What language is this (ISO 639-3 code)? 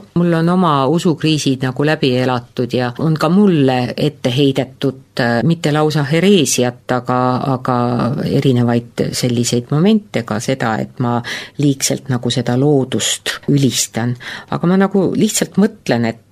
est